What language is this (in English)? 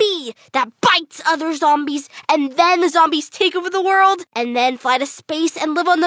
English